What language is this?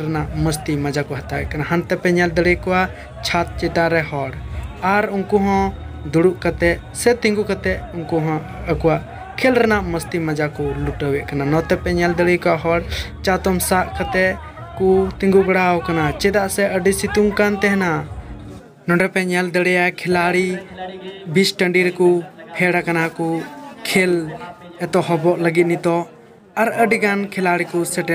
Santali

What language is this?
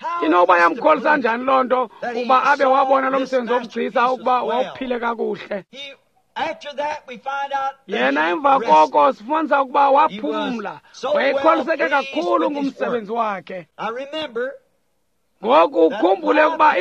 Xhosa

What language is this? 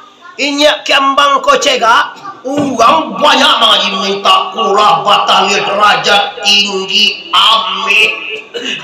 Minangkabau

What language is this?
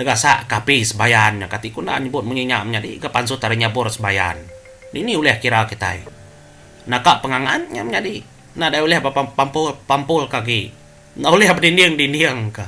Iban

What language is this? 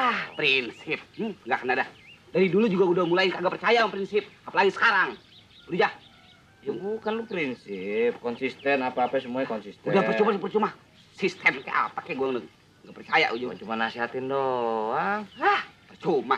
Betawi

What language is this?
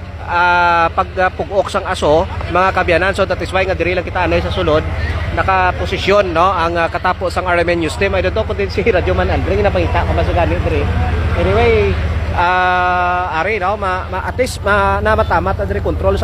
Hiligaynon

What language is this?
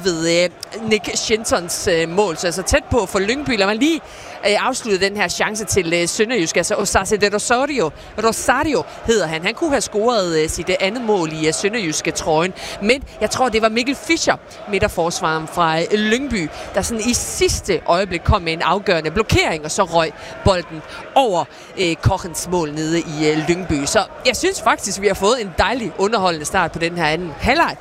Danish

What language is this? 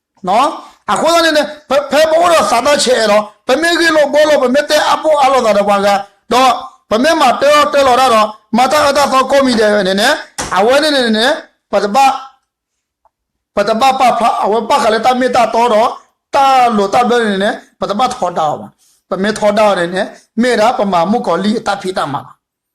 S'gaw Karen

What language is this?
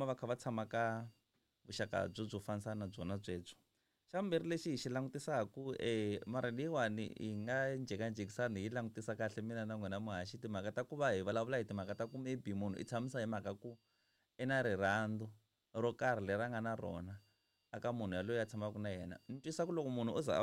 Tsonga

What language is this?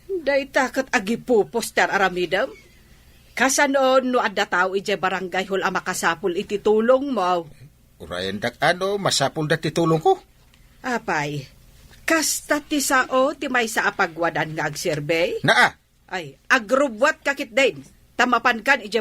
Iloko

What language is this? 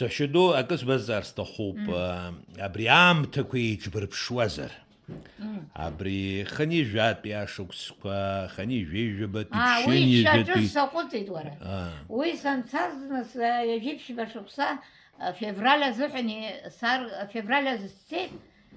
Abkhazian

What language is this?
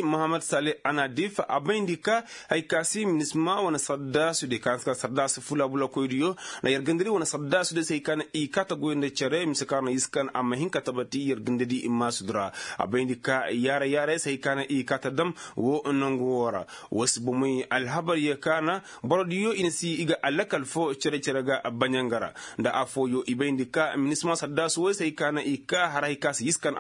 Koyraboro Senni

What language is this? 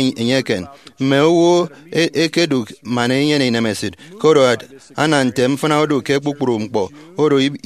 Efik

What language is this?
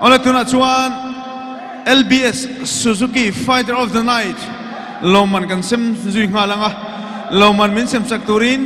Mizo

